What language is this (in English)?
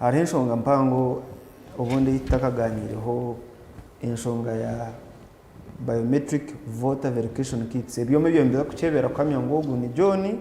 Nyankole